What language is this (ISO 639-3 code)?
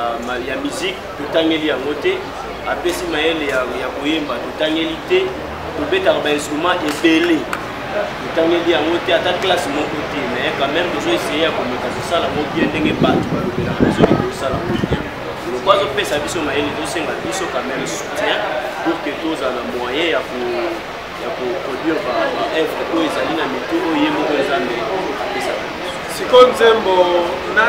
lin